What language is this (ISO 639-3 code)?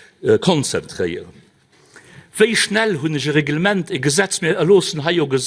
ltz